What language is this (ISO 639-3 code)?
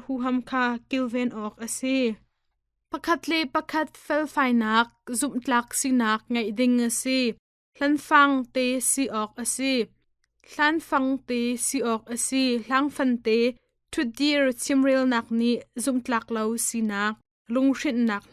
cnh